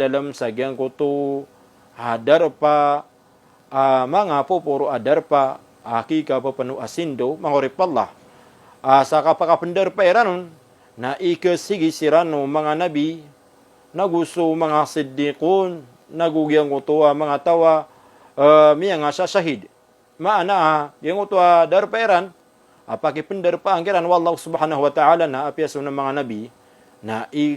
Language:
Maranao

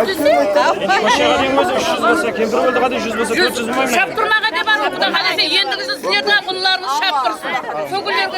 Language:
Kara-Kalpak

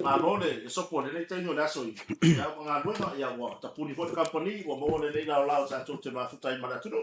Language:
Samoan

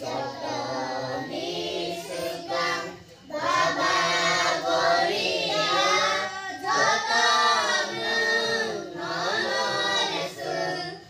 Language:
Kok Borok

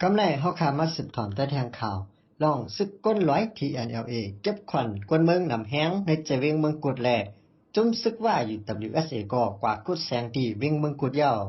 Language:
Shan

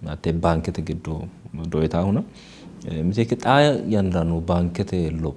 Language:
Sidamo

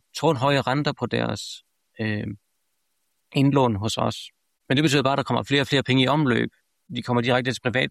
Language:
Danish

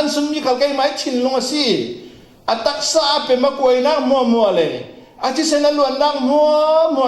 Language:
Falam Chin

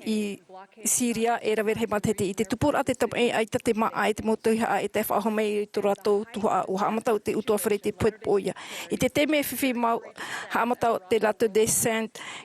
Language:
Tahitian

